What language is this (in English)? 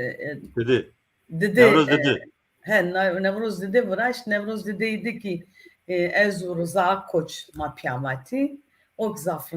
Zaza